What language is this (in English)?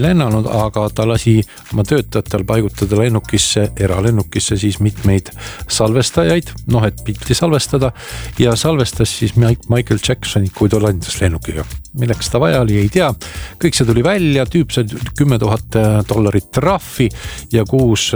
Estonian